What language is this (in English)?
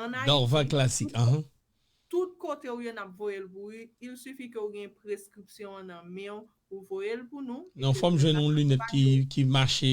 Haitian Creole